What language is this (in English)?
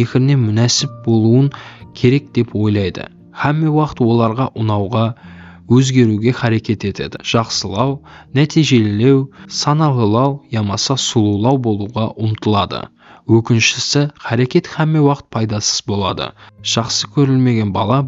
Kara-Kalpak